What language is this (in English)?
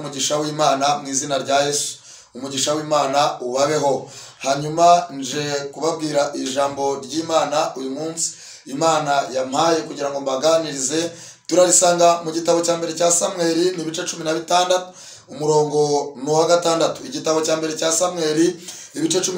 Kinyarwanda